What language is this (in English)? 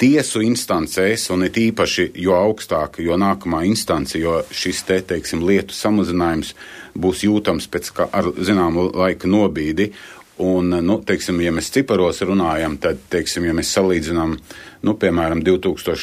Latvian